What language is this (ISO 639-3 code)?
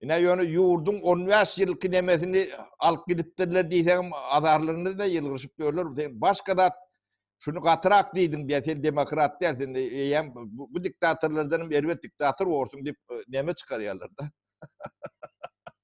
tuk